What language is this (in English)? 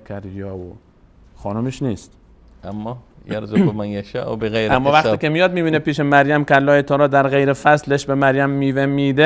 Persian